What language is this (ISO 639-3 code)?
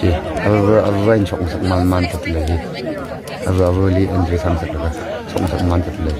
nmf